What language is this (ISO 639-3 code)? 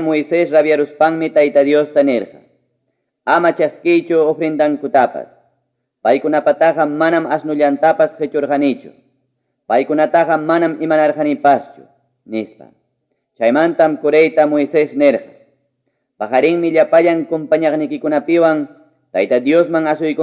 quy